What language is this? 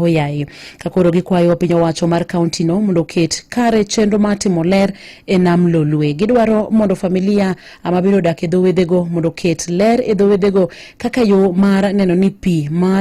Luo (Kenya and Tanzania)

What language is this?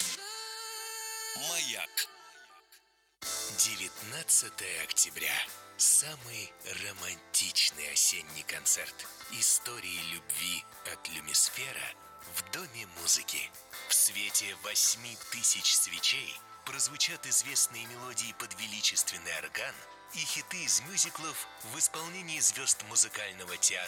Russian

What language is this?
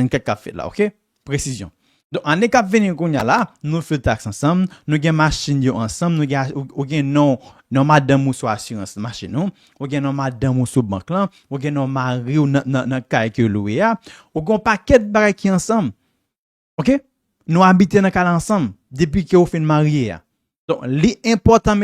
Haitian Creole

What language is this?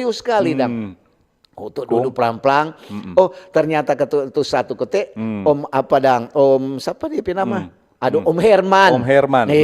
Manado Malay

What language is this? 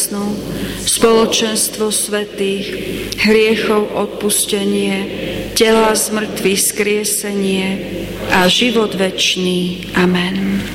Slovak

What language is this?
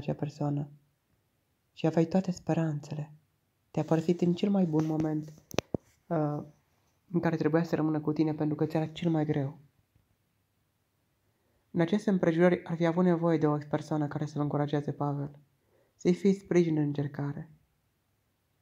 Romanian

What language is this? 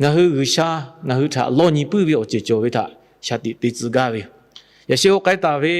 Lahu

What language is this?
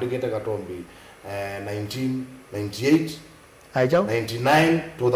Kamba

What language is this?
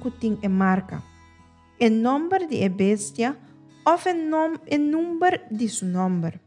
Papiamento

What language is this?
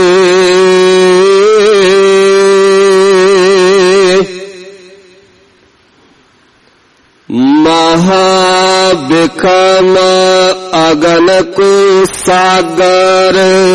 Punjabi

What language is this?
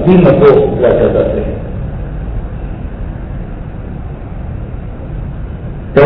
Marathi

